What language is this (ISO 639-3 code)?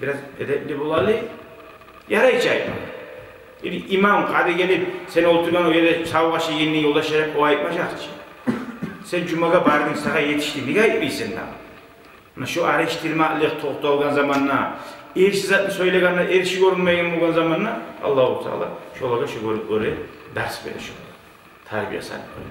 kum